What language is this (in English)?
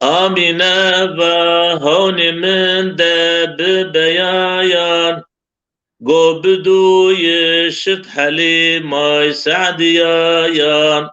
Zaza